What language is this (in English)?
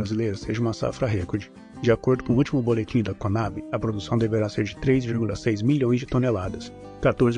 Portuguese